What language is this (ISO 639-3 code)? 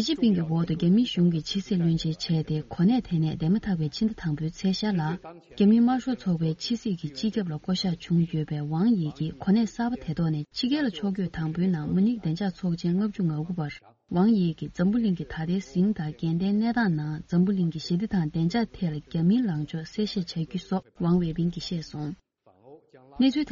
bod